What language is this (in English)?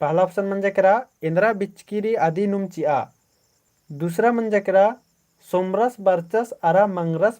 Kurukh